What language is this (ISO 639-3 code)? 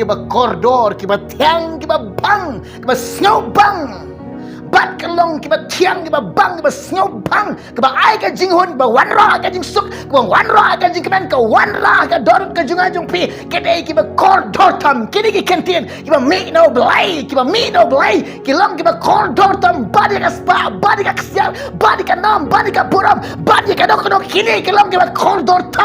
kha